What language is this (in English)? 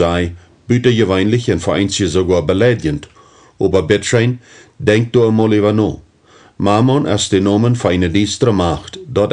Plautdietsch